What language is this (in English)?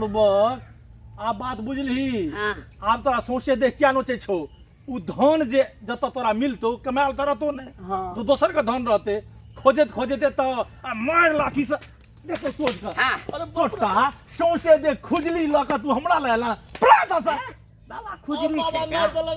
Maithili